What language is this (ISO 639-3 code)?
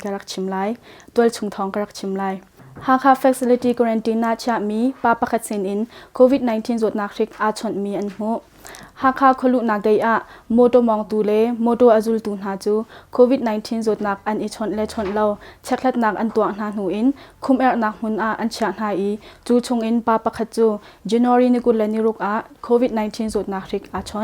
cnh